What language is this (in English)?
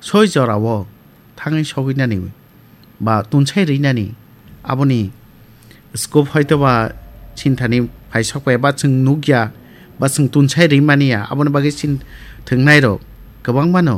Kok Borok